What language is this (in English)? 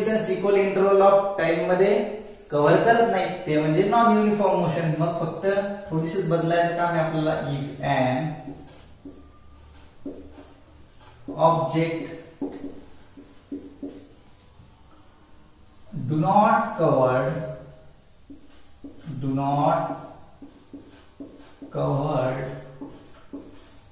Marathi